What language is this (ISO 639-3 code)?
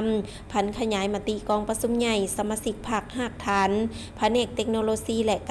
lao